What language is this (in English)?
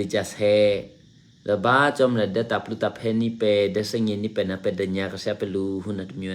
Eastern Kayah